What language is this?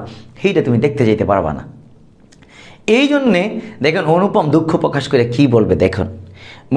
Bangla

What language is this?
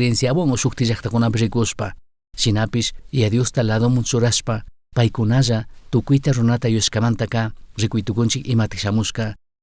Chimborazo Highland Quichua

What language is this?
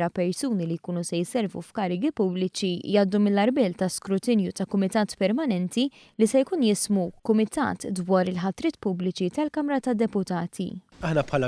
Maltese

